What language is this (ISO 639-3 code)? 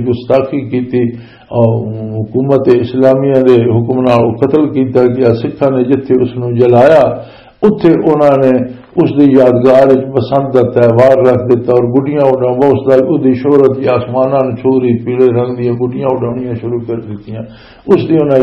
lah